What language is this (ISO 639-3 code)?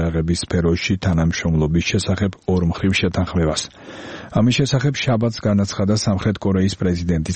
kat